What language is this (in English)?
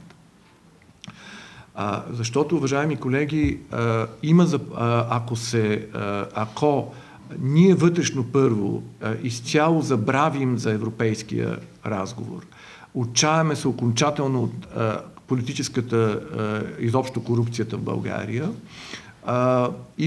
Bulgarian